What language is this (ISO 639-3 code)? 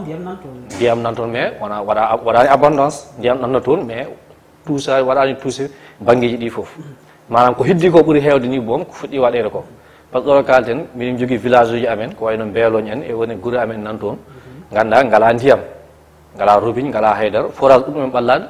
ful